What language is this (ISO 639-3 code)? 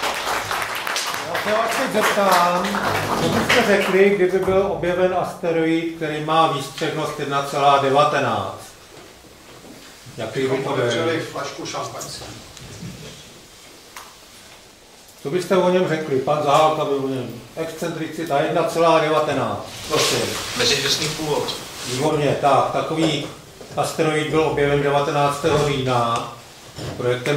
ces